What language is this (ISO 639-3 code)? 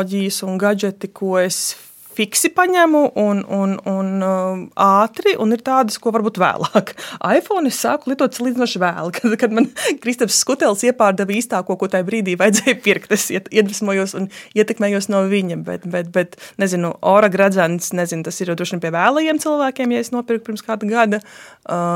lav